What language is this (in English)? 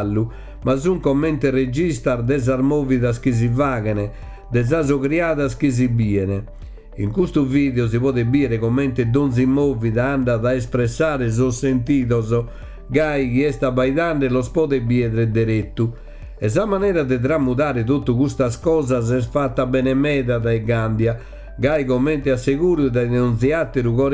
Sardinian